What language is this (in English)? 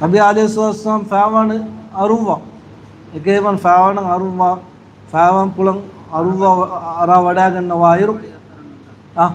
Divehi